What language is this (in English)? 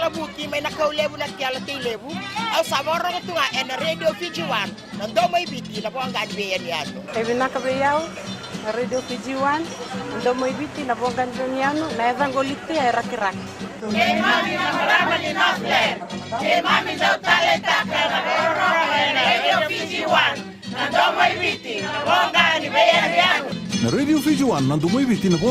Fijian